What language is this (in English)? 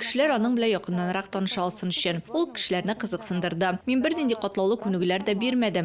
Tatar